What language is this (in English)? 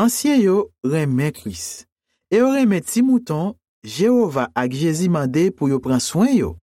Haitian Creole